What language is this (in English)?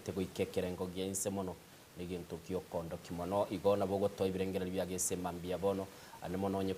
Gusii